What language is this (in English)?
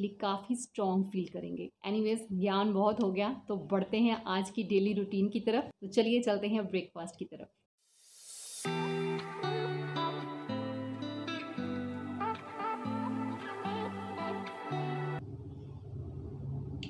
Hindi